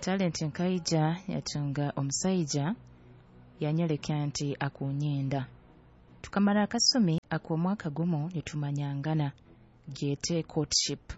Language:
Nyoro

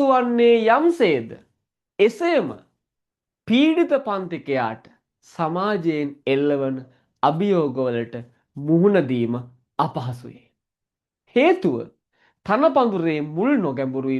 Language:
Sinhala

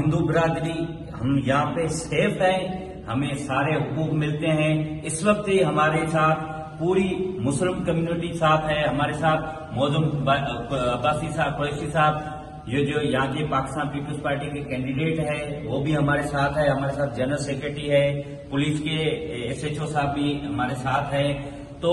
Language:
Urdu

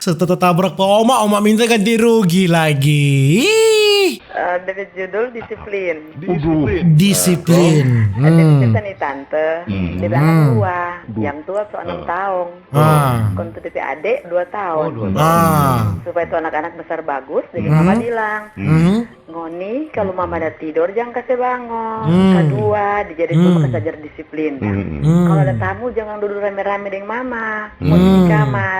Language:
Manado Malay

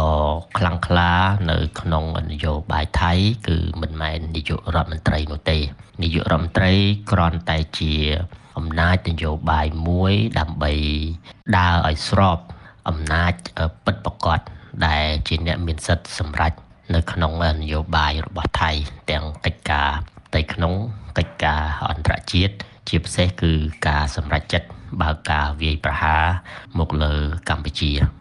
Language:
Khmer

